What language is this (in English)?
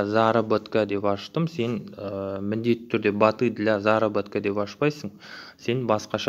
Kazakh